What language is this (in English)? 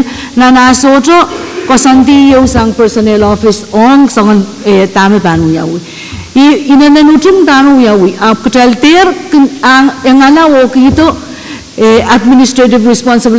Pohnpeian